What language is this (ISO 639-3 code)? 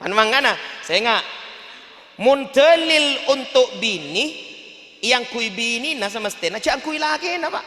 mad